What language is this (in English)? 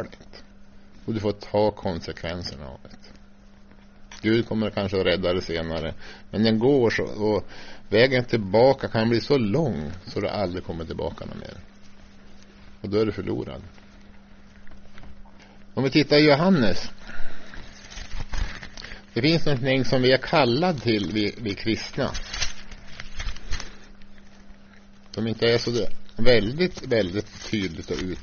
Swedish